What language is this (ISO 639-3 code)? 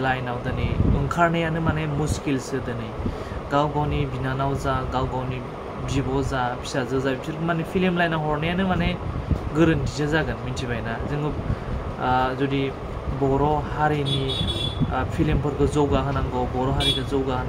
brx